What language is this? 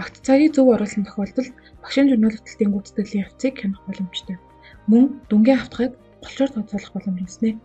Mongolian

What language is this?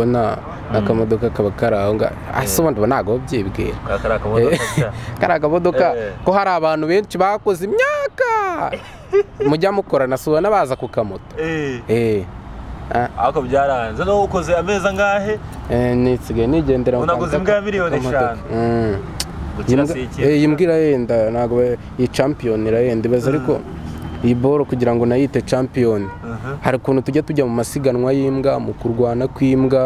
Kinyarwanda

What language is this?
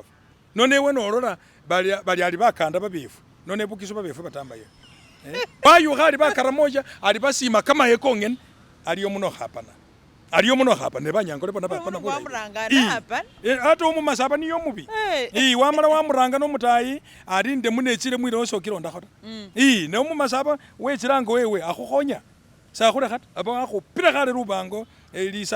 Masaaba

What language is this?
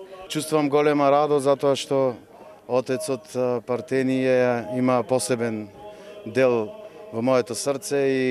Macedonian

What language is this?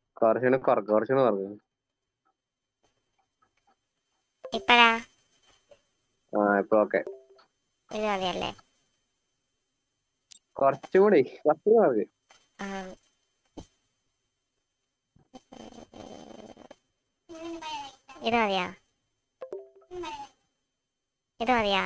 Malayalam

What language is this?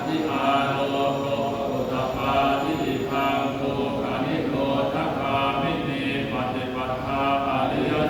Pali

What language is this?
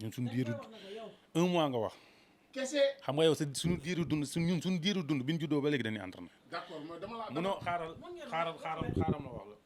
Wolof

